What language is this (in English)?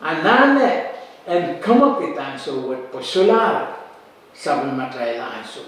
Pohnpeian